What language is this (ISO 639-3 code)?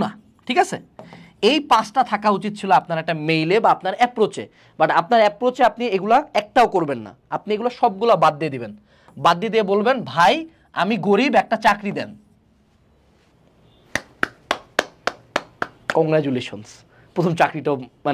ben